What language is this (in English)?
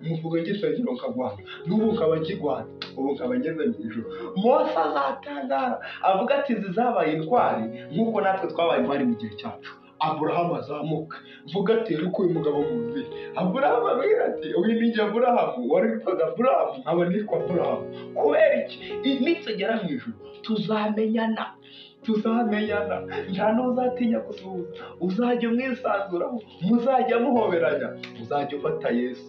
Kinyarwanda